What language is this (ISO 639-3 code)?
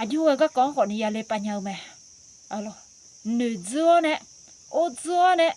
ahk